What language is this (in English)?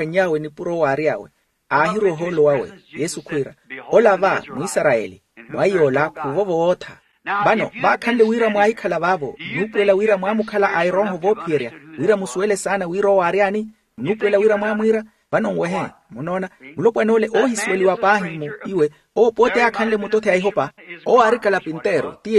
Makhuwa